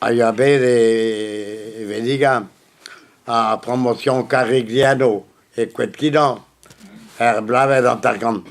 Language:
Breton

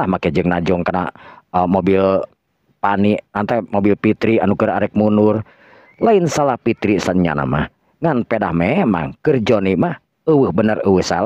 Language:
Sundanese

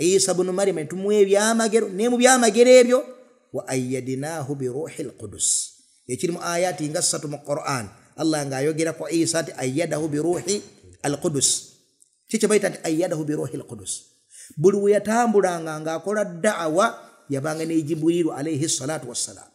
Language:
Ganda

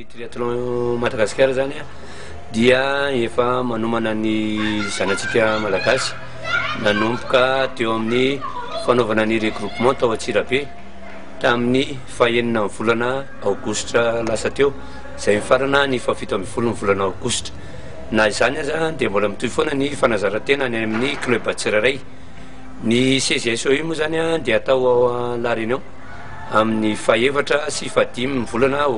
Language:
Malagasy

